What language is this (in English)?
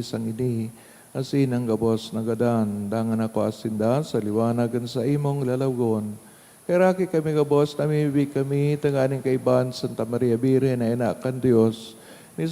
Bikol